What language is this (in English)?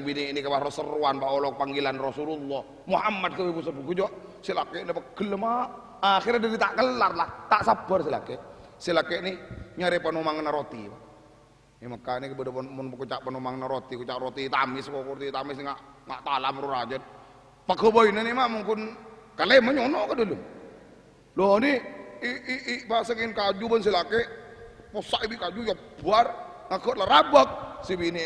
Madurese